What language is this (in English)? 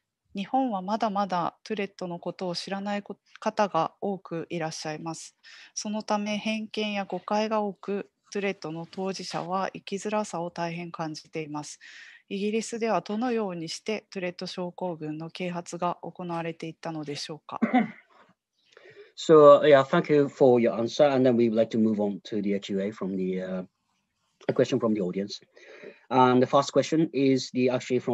Japanese